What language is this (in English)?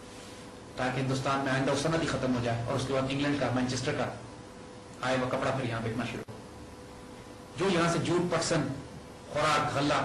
Urdu